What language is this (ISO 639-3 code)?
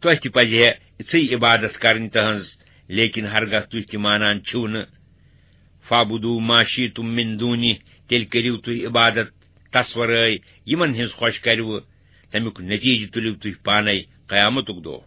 kas